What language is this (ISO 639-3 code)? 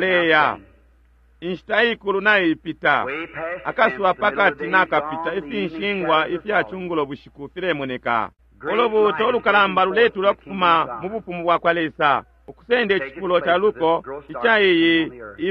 bem